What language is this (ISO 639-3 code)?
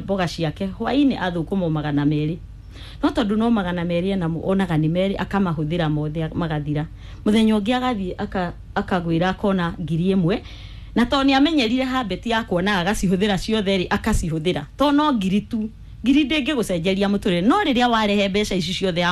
kik